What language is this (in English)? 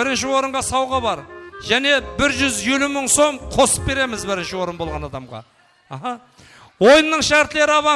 Kara-Kalpak